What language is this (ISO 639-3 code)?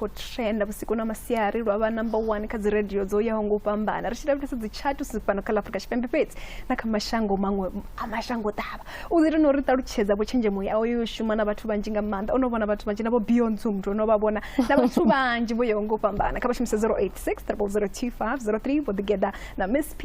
ven